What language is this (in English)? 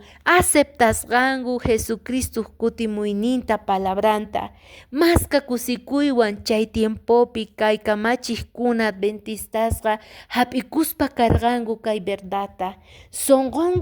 Quechua